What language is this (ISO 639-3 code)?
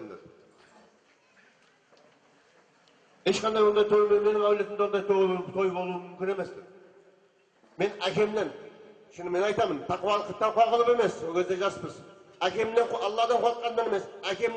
kaz